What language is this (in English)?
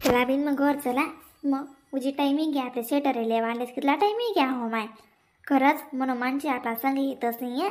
Khandesi